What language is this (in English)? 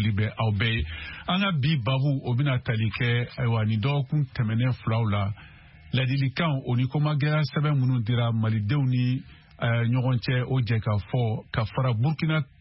Bambara